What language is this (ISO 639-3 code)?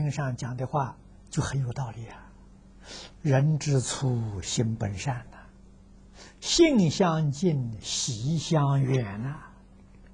zho